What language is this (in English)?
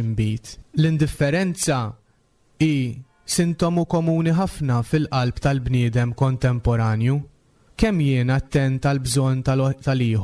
Maltese